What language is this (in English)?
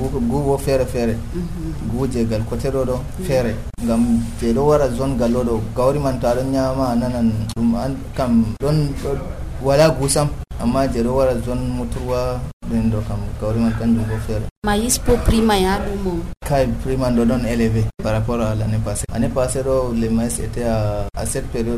Nigerian Fulfulde